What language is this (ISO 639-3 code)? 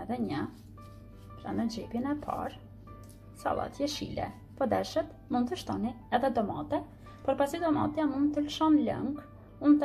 sqi